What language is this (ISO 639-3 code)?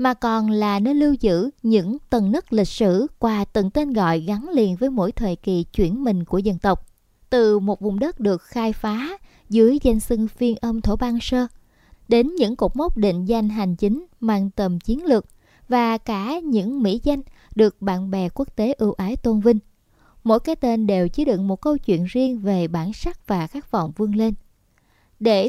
vie